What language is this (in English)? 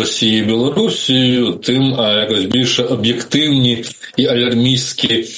Ukrainian